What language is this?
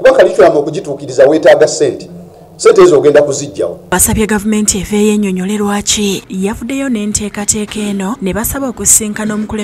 Ganda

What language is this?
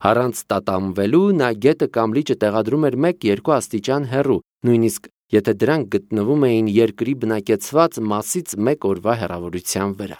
Armenian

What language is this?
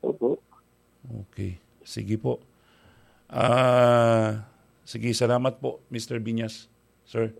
Bikol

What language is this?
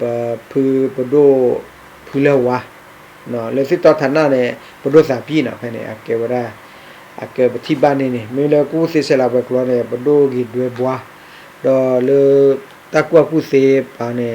S'gaw Karen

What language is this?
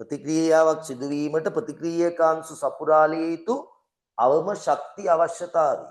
Sinhala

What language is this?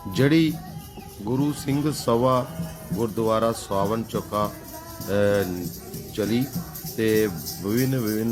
Dogri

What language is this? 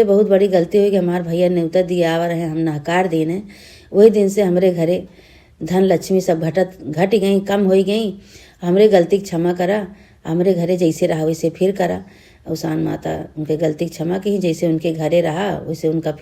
Awadhi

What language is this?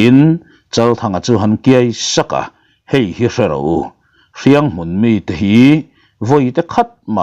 Mizo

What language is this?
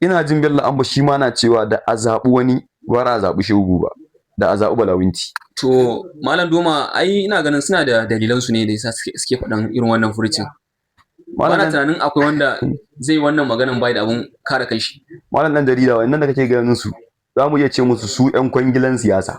Hausa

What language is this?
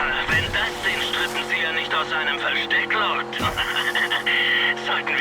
Bavarian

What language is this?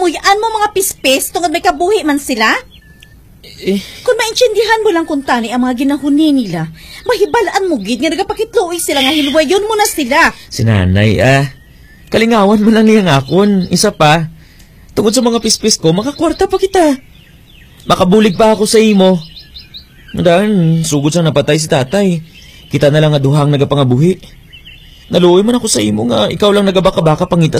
Hiligaynon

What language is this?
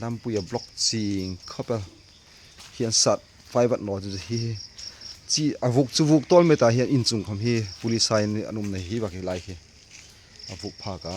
Hmar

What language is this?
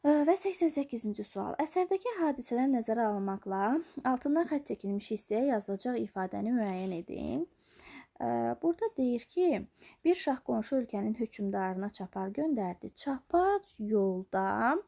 Azerbaijani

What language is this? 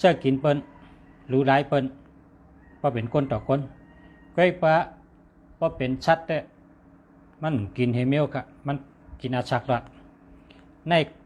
Shan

